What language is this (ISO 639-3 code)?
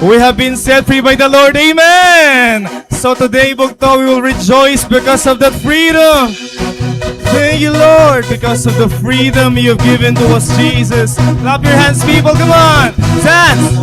war